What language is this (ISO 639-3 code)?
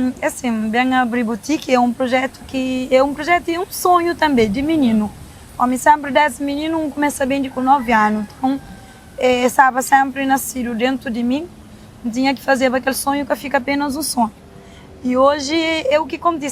kea